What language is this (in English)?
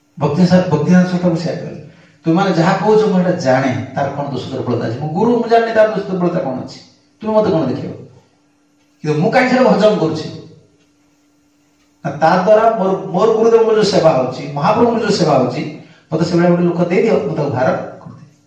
Odia